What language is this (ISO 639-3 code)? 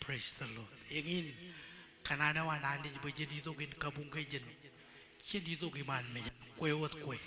mah